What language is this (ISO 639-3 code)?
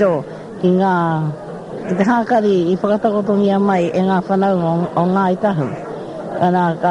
mri